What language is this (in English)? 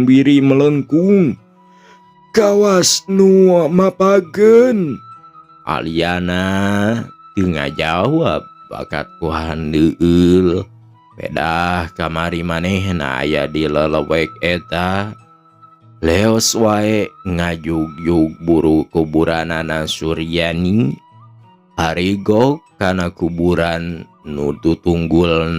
Sundanese